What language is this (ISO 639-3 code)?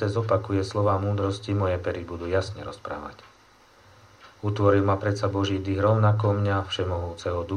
slk